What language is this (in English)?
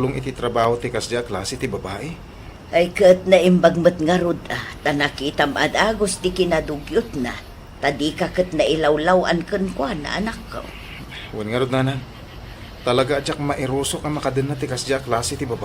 Iloko